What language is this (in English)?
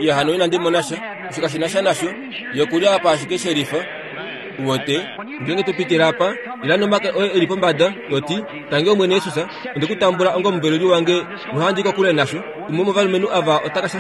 Kuanyama